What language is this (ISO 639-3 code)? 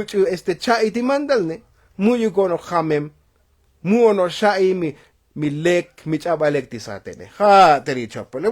tzo